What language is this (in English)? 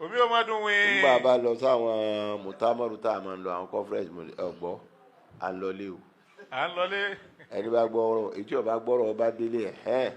Yoruba